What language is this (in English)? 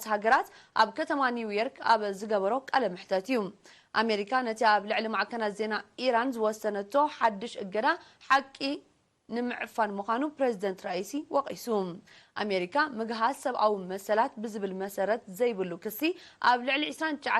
Tigrinya